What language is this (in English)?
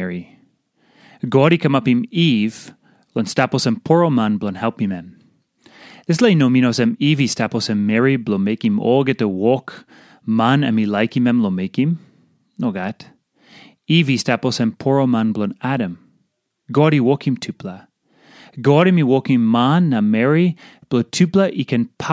Tok Pisin